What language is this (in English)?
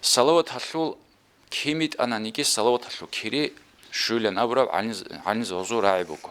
Avaric